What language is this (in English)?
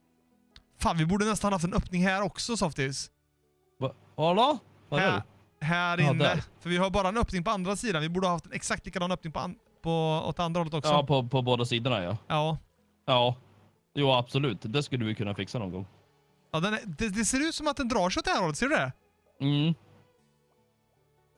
Swedish